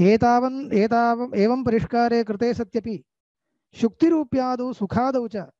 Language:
Sanskrit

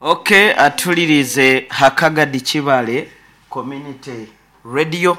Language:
Nyankole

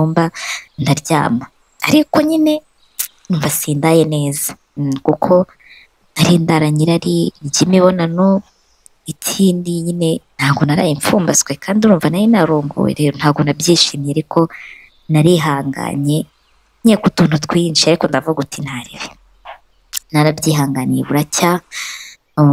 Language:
Kinyarwanda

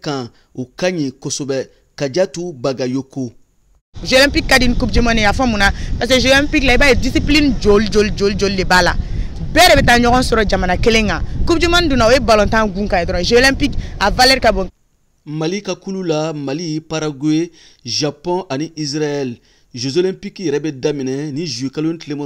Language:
Bambara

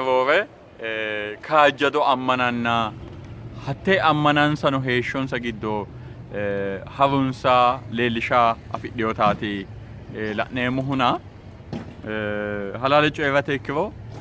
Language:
Sidamo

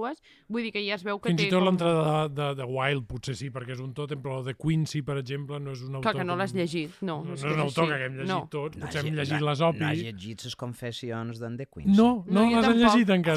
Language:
Catalan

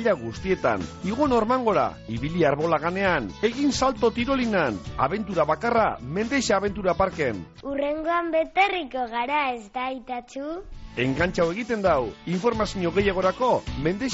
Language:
Basque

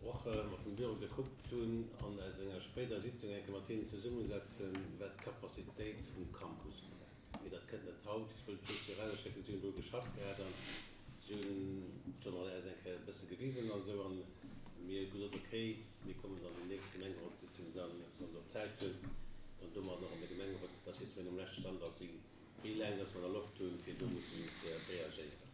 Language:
Luxembourgish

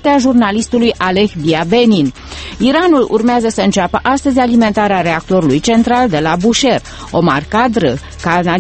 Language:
Romanian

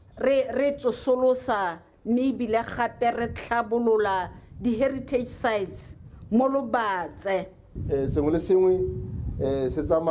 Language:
Tswana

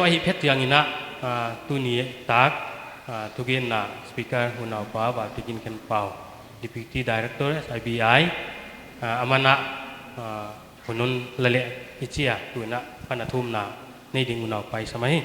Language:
Paite Chin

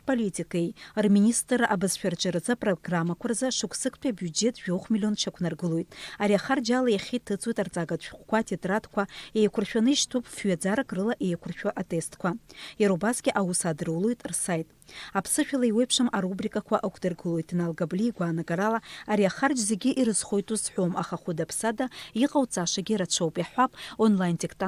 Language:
Abkhazian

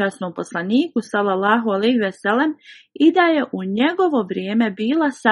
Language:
Bosnian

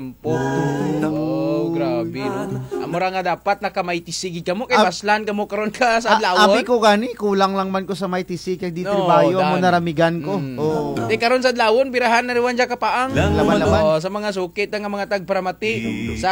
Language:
Kinaray-a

